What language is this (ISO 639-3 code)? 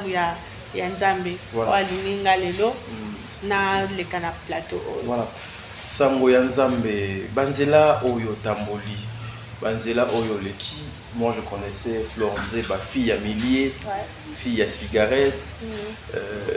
lin